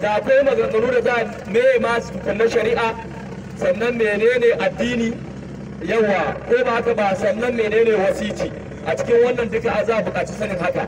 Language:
Hausa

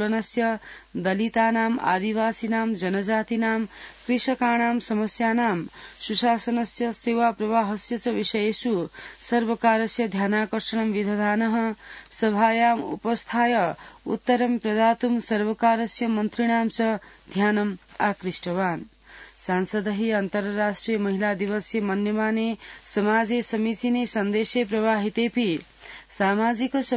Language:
Sanskrit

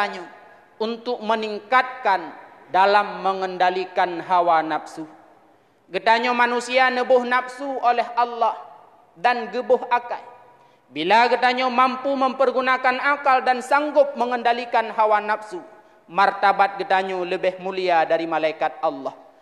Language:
Achinese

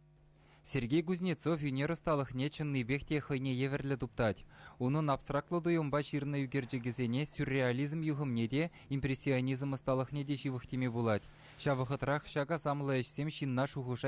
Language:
Chuvash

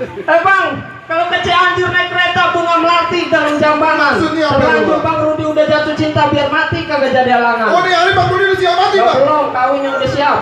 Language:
Betawi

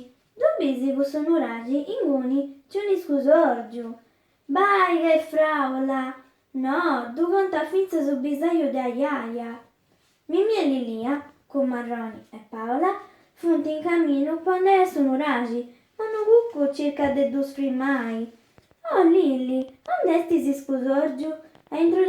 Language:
Sardinian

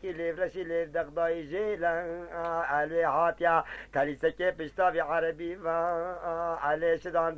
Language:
Kurdish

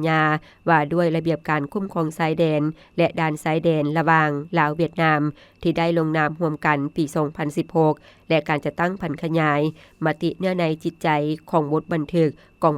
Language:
Lao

